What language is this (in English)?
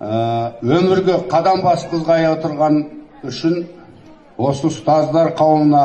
Kazakh